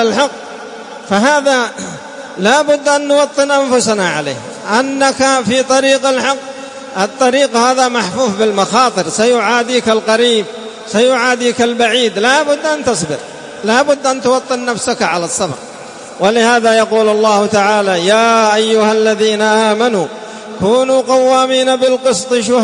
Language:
Arabic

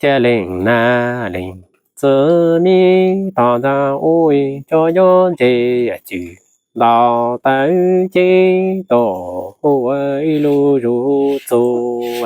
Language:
Hmong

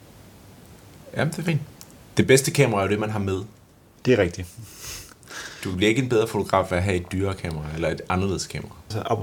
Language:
Danish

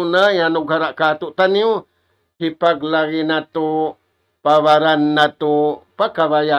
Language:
Tausug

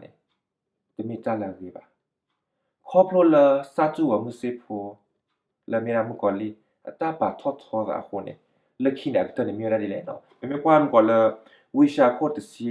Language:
S'gaw Karen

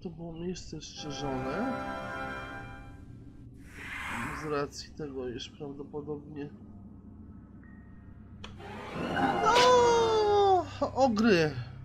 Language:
Polish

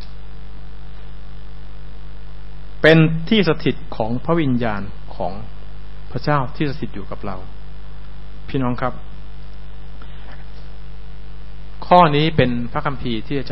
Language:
Thai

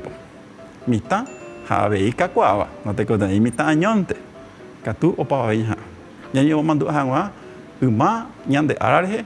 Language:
Guarani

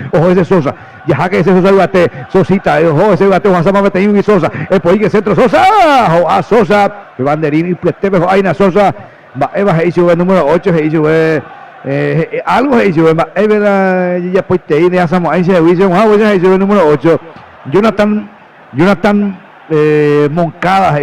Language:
Guarani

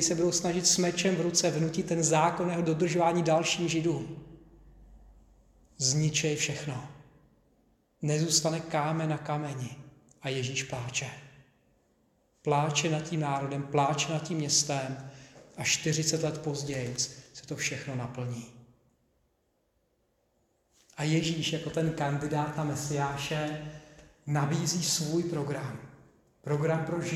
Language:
Czech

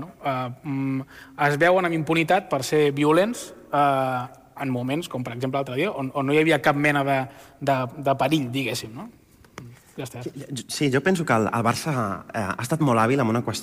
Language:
Catalan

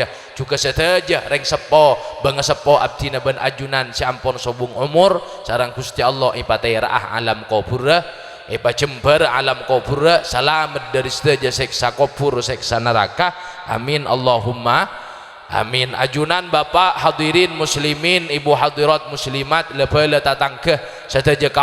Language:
Madurese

